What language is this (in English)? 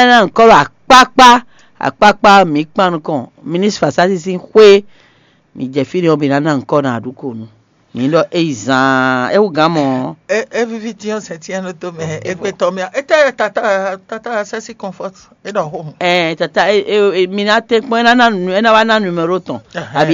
Fon